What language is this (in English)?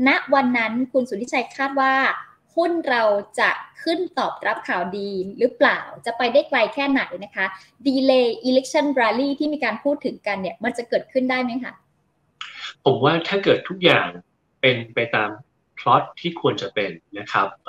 Thai